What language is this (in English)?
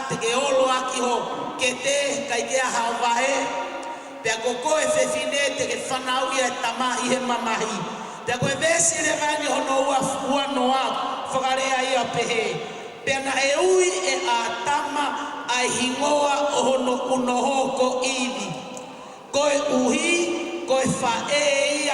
Tongan